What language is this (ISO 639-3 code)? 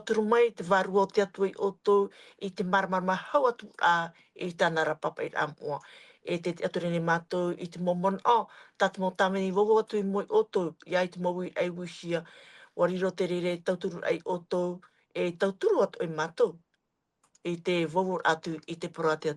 tah